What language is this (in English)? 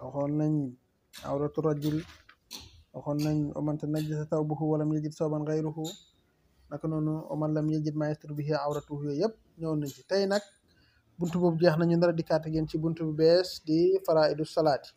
Wolof